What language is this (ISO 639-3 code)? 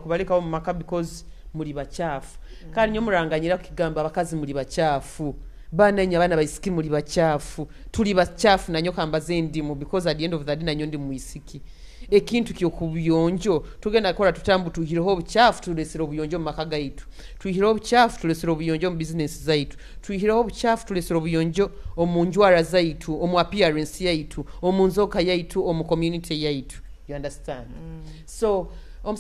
nyo